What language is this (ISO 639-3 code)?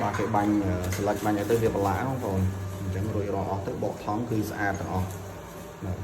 khm